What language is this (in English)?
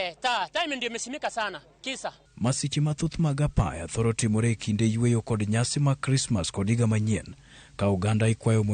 Luo (Kenya and Tanzania)